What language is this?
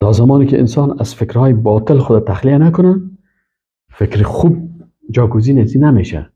Persian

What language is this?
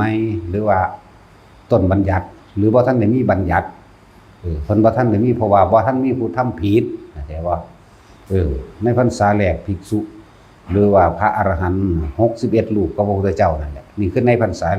Northeastern Thai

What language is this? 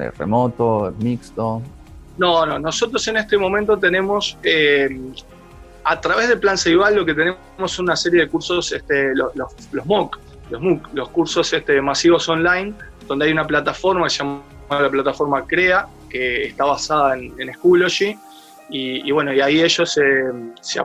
Spanish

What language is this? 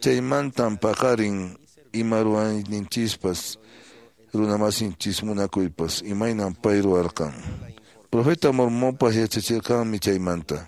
Quechua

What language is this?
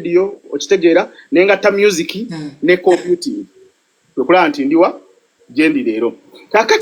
Ganda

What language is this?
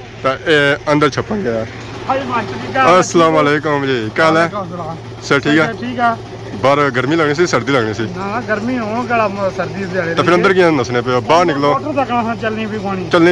Pahari-Potwari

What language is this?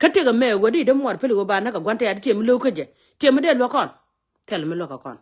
Nuer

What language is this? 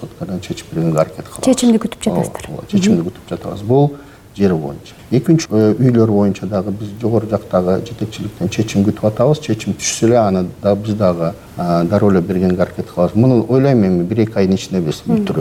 Kyrgyz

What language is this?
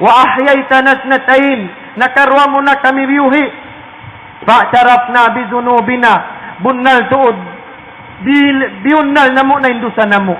Tausug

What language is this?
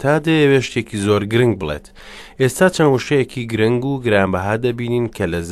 Central Kurdish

